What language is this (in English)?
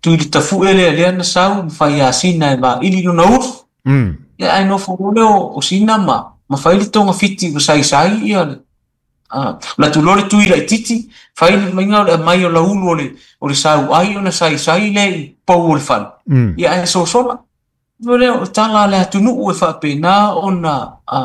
Samoan